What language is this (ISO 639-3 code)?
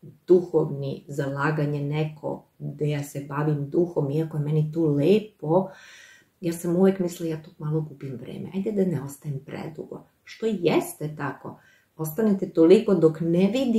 srp